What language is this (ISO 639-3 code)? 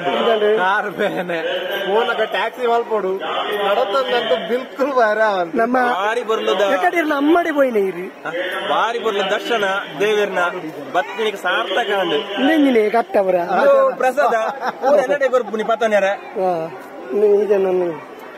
tcy